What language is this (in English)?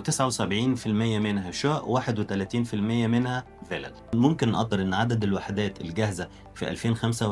Egyptian Arabic